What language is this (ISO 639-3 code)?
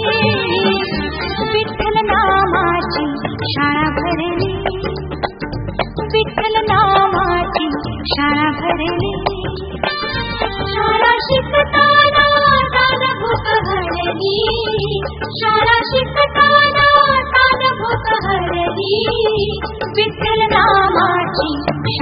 mar